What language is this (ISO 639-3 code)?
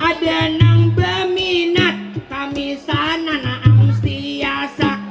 bjn